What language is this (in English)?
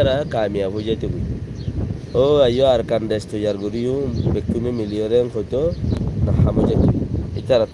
Rohingya